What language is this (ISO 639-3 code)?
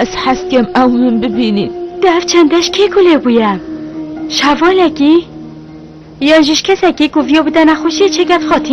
kur